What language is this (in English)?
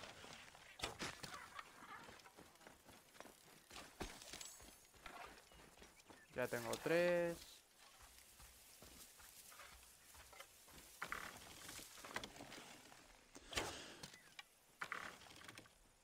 Spanish